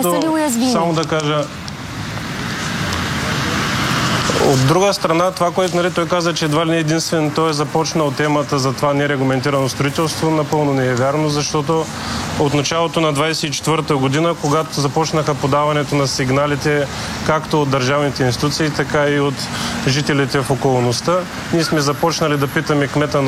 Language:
Bulgarian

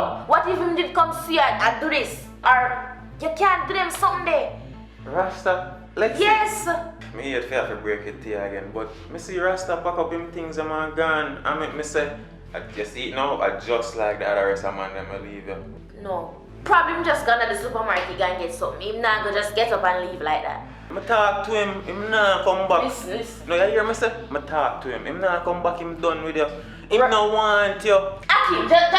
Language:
Jamaican Creole English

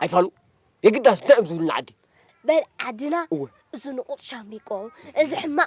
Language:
Tigrinya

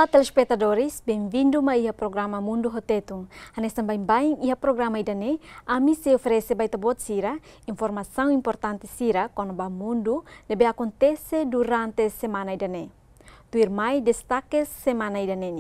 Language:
Tetum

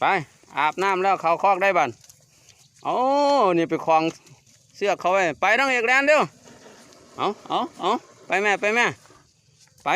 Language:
Northeastern Thai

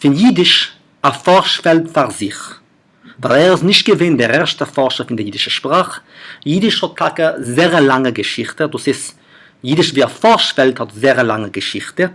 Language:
Yiddish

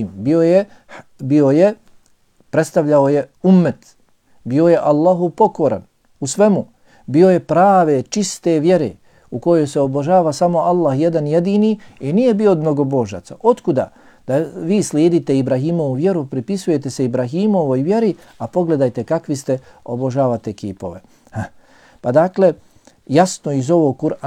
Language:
Bosnian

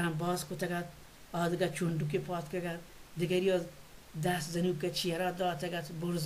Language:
Baluchi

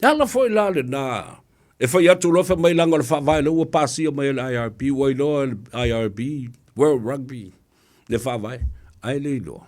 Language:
Samoan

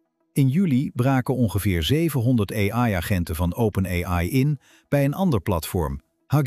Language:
Dutch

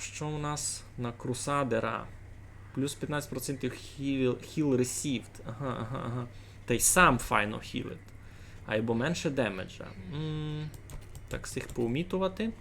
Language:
Rusyn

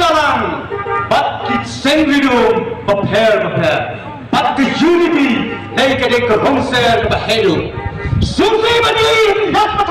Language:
Khasi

